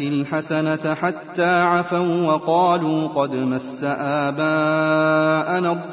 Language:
Arabic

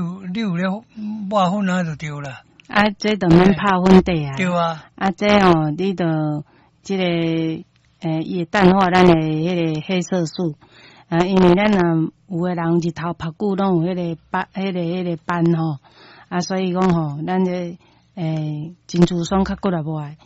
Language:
Min Nan Chinese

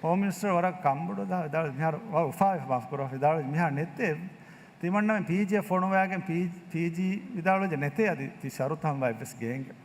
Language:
Divehi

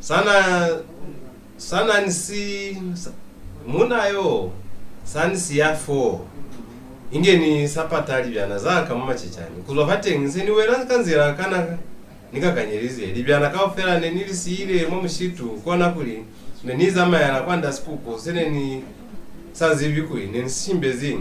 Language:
Lozi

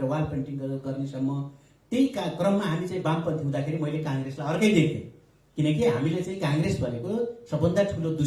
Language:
Nepali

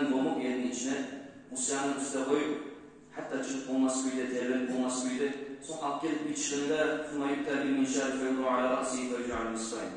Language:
Kumyk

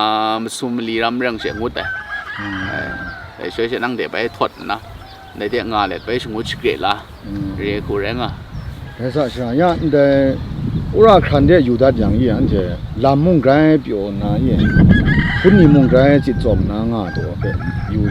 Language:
Kachin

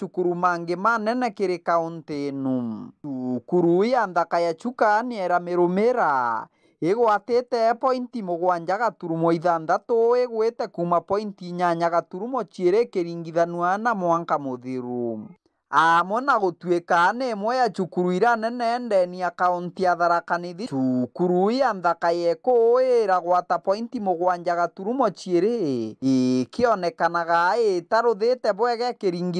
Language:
Meru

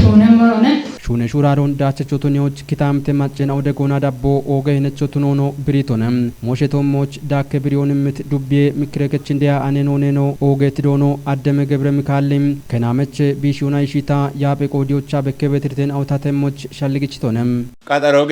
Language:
Kafa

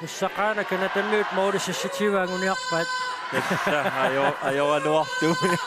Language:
Kalaallisut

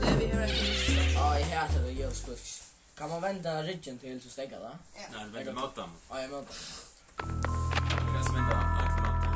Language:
Faroese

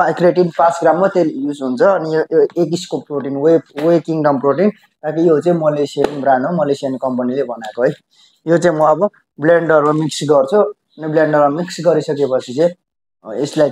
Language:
Nepali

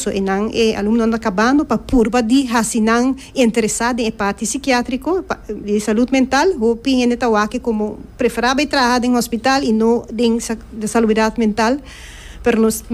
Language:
Papiamento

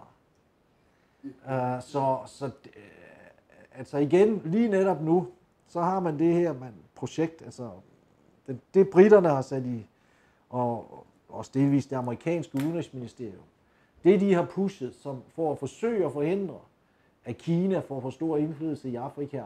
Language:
Danish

